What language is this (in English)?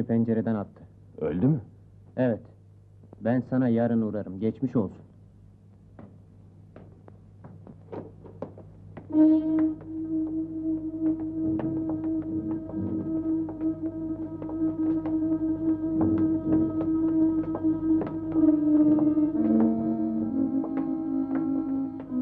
Turkish